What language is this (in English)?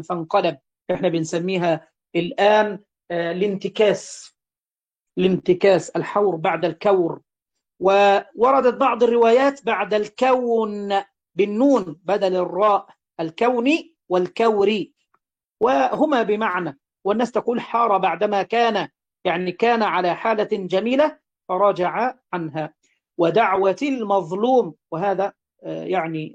Arabic